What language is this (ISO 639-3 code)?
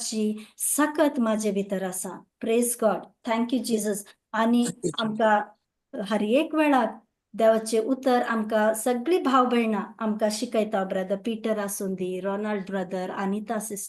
kok